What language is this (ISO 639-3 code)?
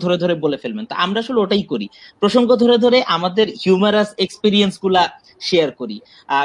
ben